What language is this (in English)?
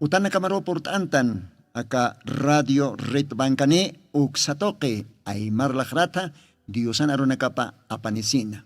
Aymara